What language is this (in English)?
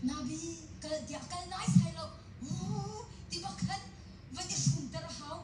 Hakha Chin